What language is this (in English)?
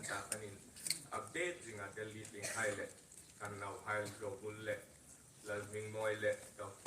Hmar